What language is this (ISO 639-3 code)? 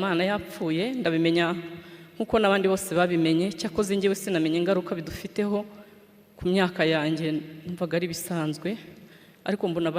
kin